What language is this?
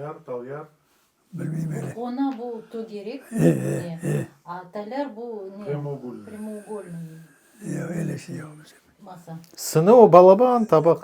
Crimean Tatar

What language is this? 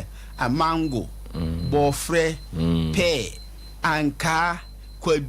Akan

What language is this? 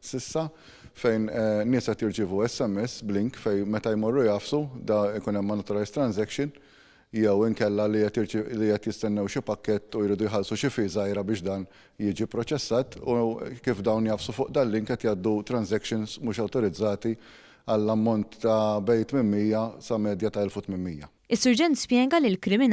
Maltese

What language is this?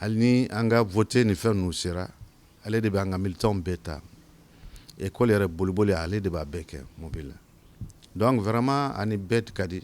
Bambara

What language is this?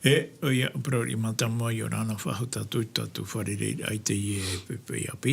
Tahitian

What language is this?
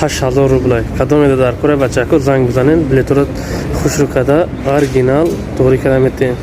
Tajik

